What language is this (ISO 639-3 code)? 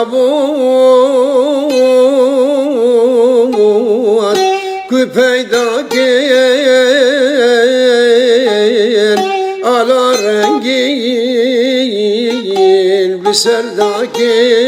kur